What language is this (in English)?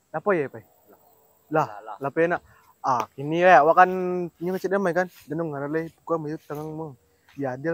Minangkabau